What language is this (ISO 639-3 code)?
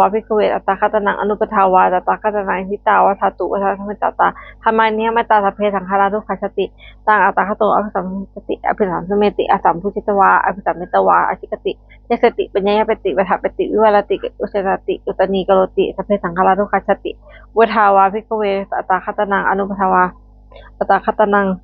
pli